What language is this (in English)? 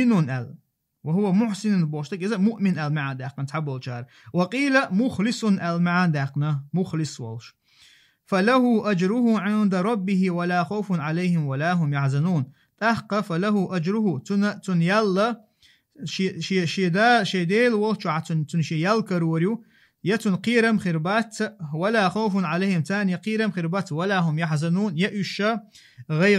Chechen